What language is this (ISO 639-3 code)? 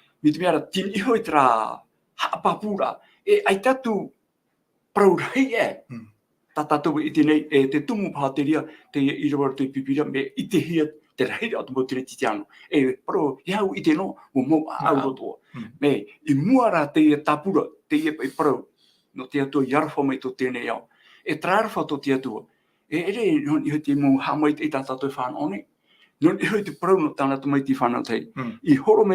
tah